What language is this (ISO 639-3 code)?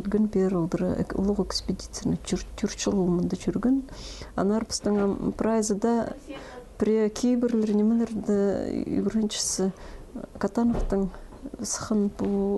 kjh